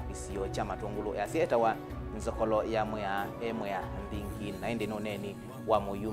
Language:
Kamba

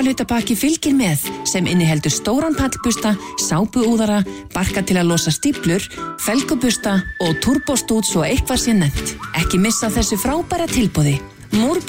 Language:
Icelandic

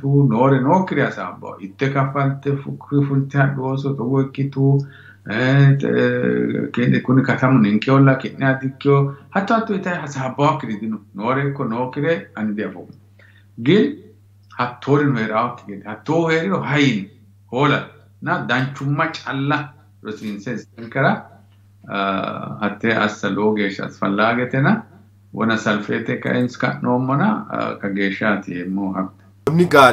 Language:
Sidamo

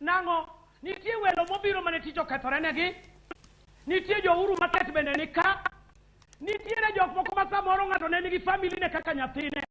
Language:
Luo (Kenya and Tanzania)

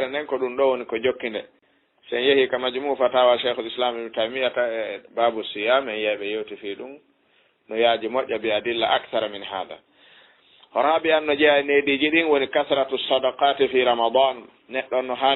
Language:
Fula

